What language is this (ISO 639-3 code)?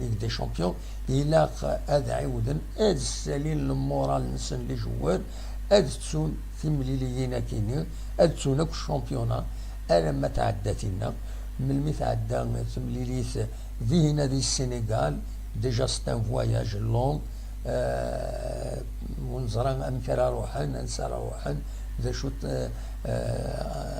kab